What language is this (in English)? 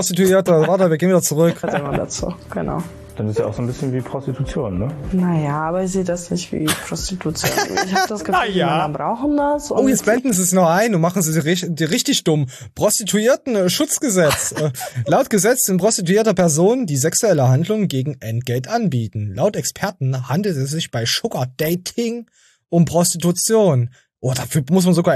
German